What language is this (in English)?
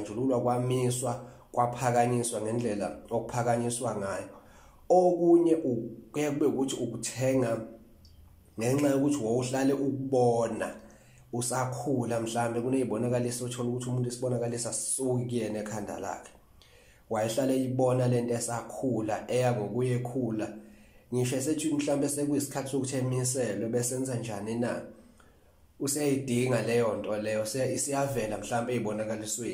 Zulu